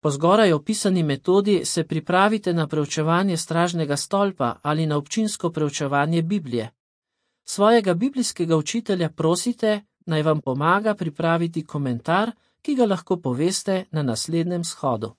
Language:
Slovenian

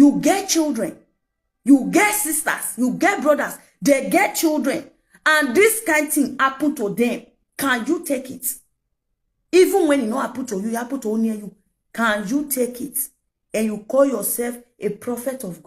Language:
Nigerian Pidgin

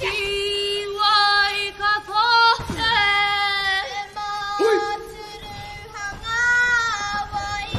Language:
Māori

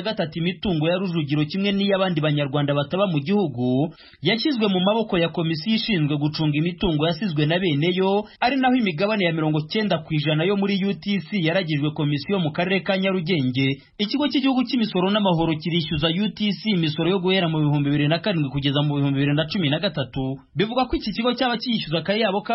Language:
Kinyarwanda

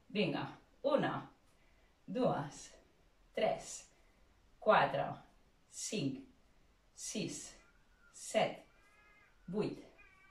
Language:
Catalan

